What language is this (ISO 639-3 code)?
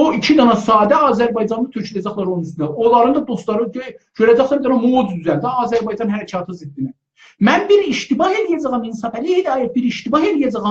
azb